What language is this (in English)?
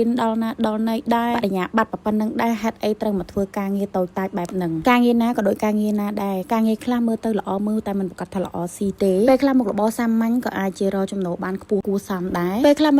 Khmer